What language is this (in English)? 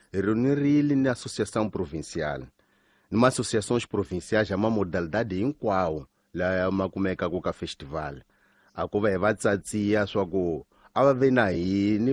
Tsonga